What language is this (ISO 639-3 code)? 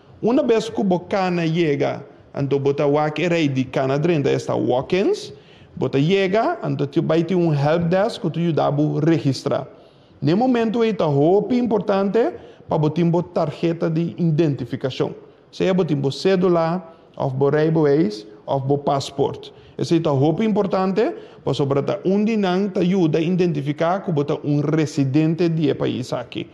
pap